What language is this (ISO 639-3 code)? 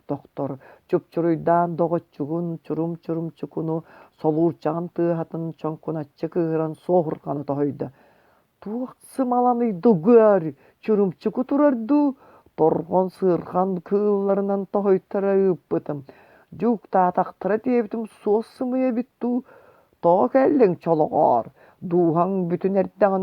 sah